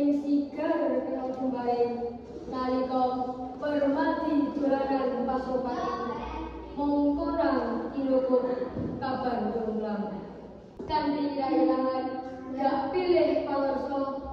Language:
Javanese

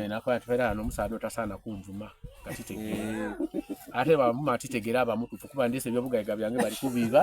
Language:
Soga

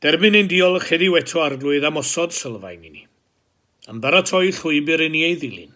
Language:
Welsh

